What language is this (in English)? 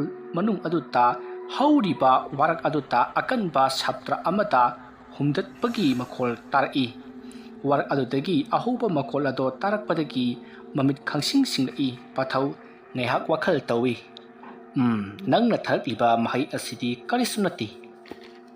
Manipuri